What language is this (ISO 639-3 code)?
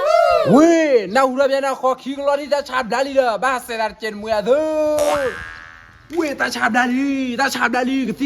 ksw